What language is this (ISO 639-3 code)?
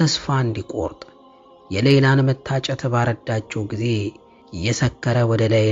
amh